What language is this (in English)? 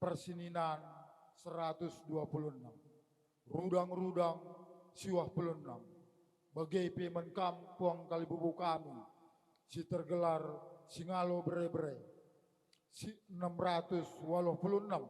Batak Karo